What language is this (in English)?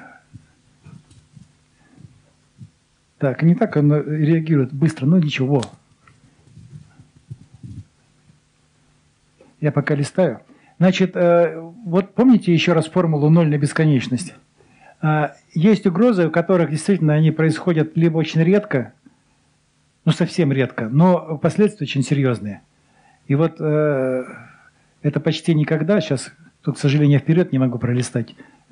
Russian